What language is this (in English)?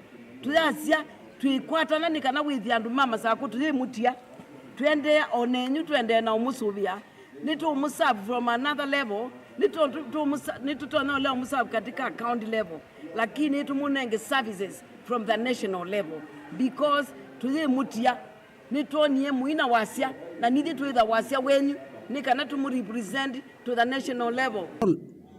Kamba